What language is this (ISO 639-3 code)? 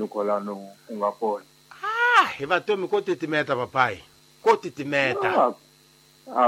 tso